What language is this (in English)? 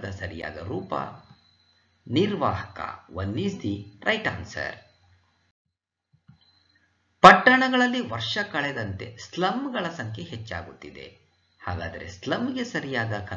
Kannada